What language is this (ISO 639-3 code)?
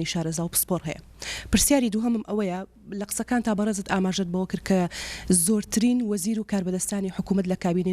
ckb